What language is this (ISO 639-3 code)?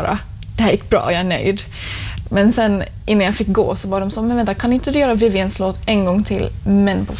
swe